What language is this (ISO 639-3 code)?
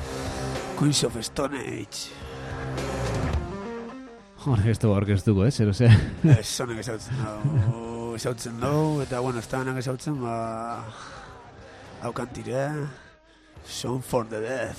eus